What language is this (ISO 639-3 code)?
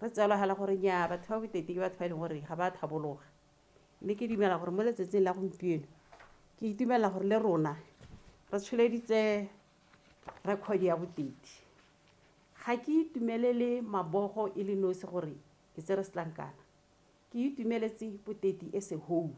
tsn